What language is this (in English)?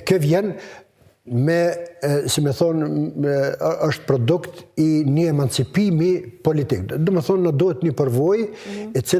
Albanian